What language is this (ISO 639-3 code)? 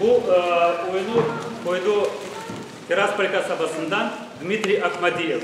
gag